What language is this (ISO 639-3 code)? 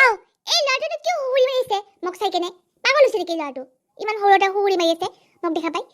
asm